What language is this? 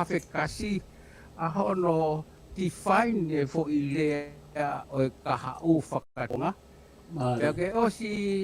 Tongan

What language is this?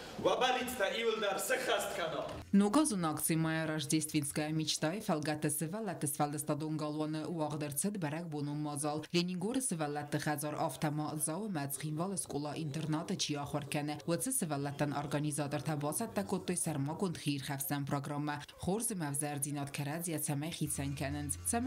Ossetic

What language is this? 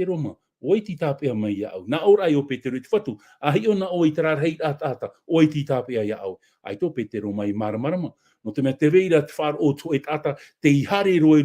Tahitian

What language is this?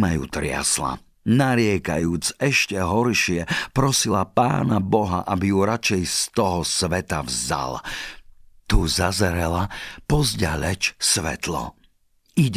Slovak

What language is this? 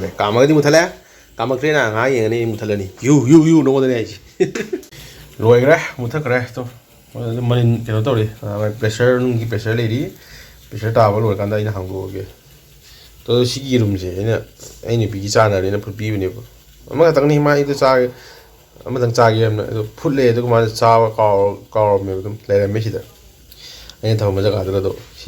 Manipuri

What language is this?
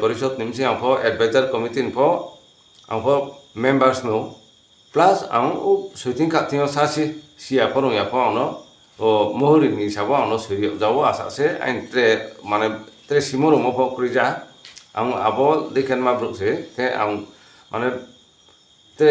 Riang (India)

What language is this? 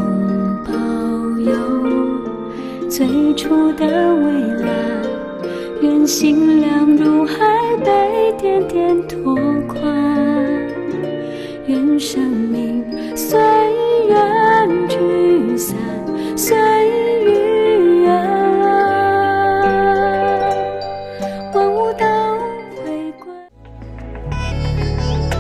Chinese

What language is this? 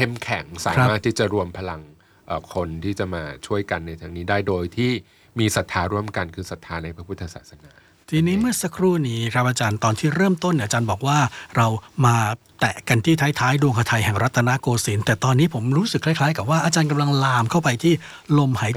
Thai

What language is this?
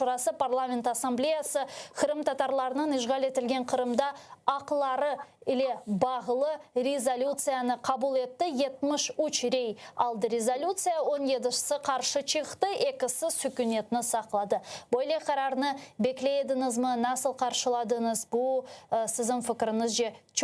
Crimean Tatar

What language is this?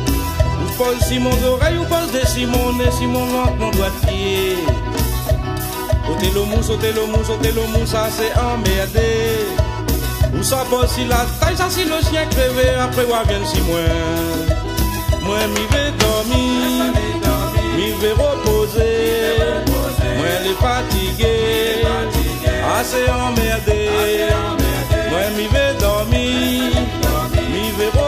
Réunion Creole French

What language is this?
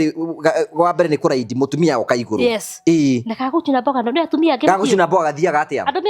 Kikuyu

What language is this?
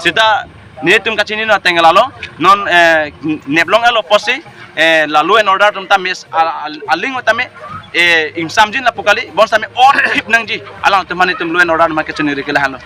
Karbi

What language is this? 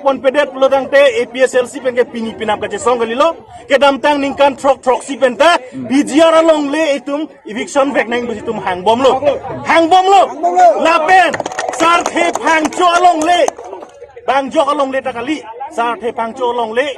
Karbi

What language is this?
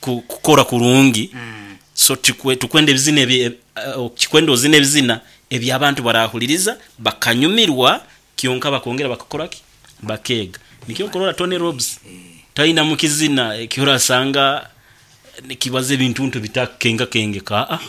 Nyoro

